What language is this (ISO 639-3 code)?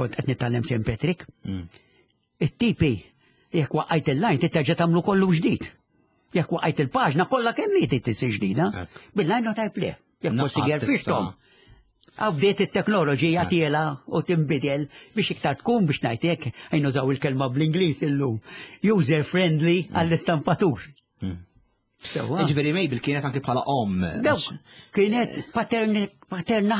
mlt